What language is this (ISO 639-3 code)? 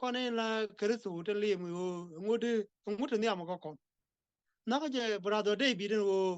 nus